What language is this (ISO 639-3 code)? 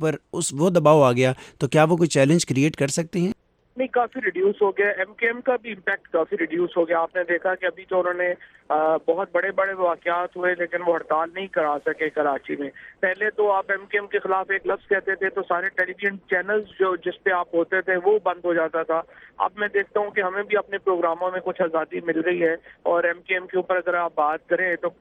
urd